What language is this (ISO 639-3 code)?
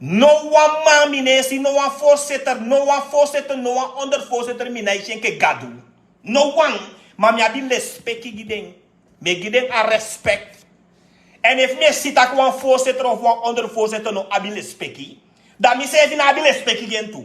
srn